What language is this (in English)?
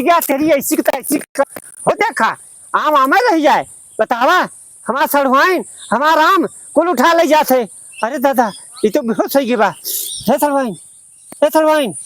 Awadhi